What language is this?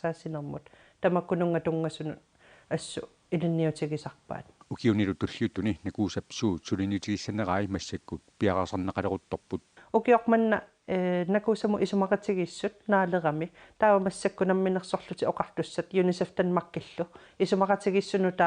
Kalaallisut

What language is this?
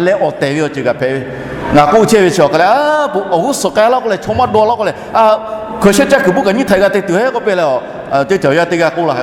Lahu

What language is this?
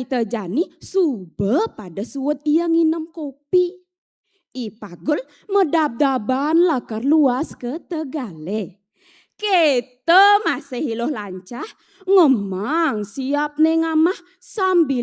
Balinese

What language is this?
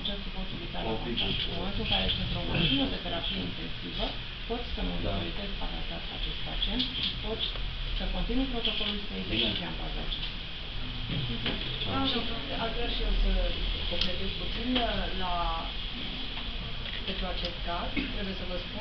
Romanian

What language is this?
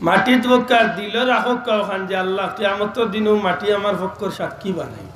Sylheti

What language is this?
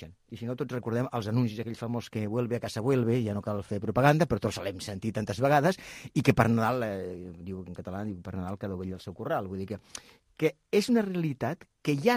Catalan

